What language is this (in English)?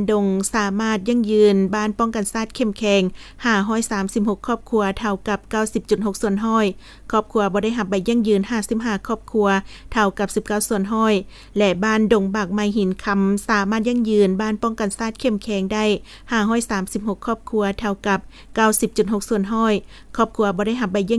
Lao